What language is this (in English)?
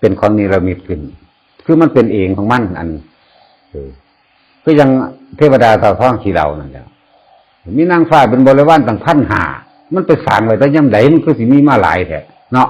Northeastern Thai